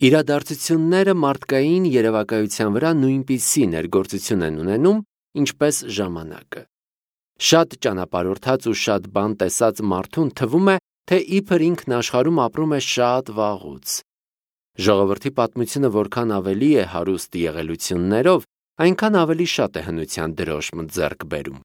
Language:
Armenian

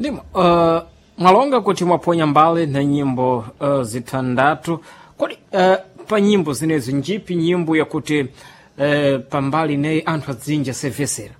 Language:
Sena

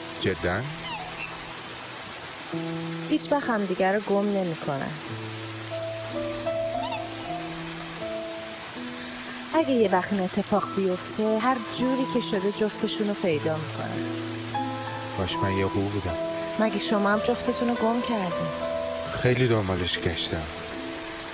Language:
Persian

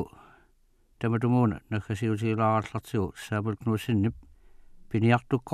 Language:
Kalaallisut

